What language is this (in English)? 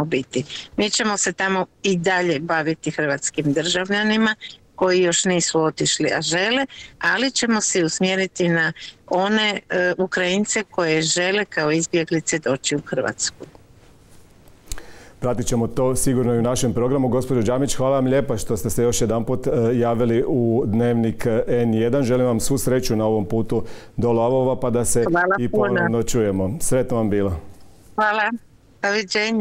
Croatian